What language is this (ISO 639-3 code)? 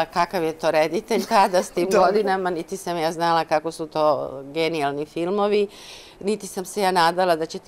srp